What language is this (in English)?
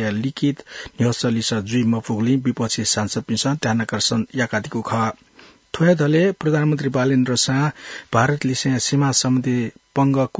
Newari